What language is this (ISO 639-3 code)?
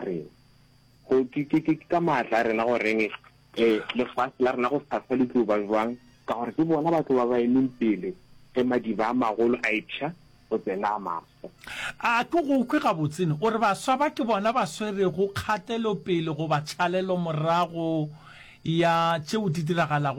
nso